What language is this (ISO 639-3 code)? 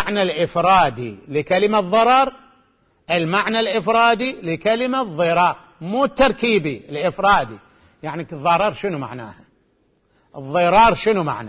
acm